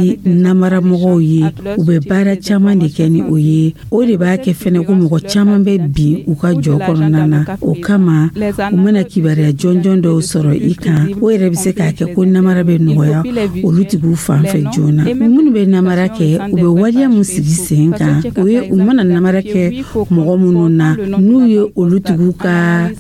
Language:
Dyula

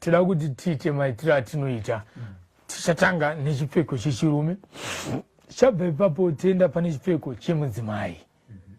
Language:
Shona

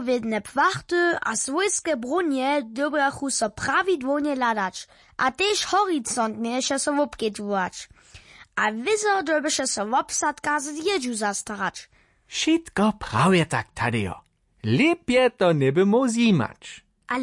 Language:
Upper Sorbian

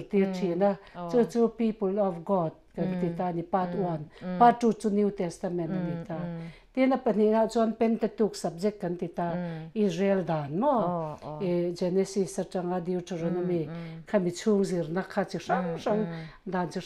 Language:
Mizo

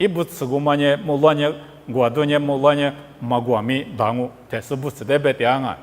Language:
Lisu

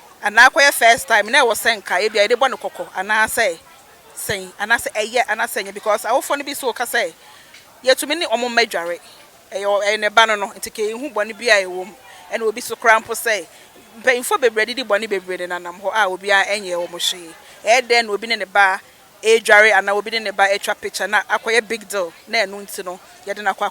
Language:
Akan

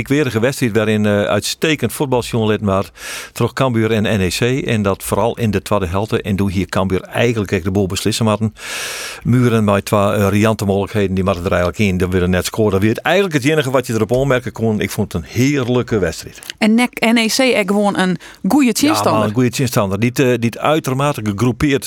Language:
Western Frisian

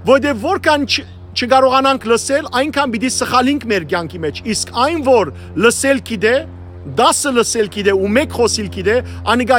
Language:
Western Armenian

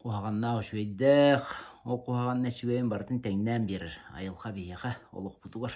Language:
Yakut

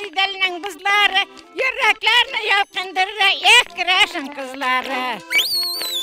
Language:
Tatar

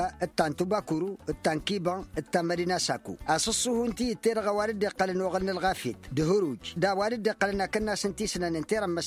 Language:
Tamasheq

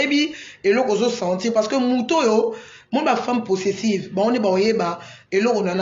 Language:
Lingala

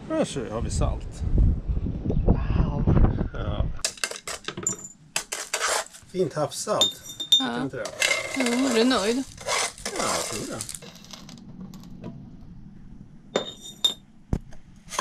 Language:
Swedish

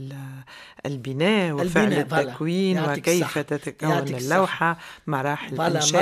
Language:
Tunisian Arabic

